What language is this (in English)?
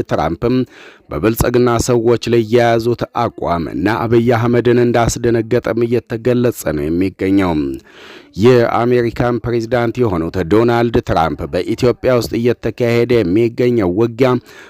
Amharic